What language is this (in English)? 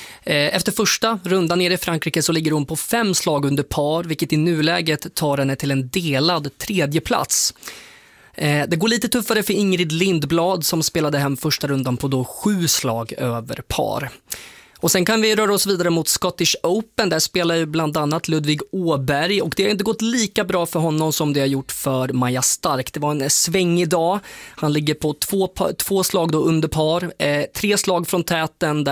Swedish